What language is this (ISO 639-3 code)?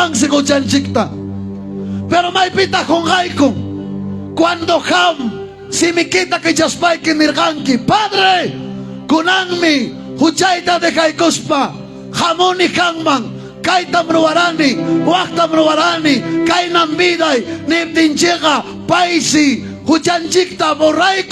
quy